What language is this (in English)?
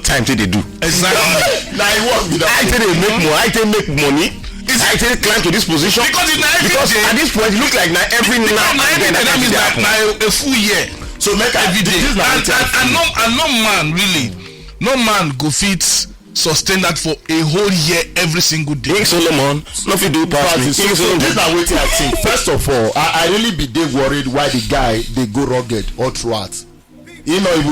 Nigerian Pidgin